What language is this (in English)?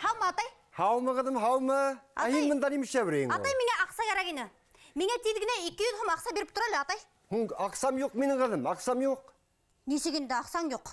Bashkir